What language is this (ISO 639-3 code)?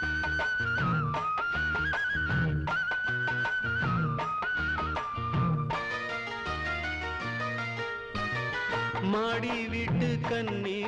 tam